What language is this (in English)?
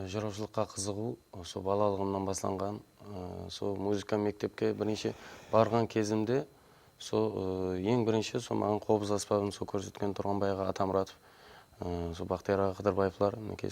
Kara-Kalpak